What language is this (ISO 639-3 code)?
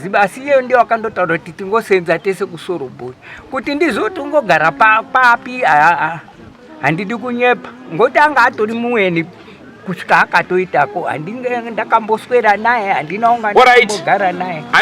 sna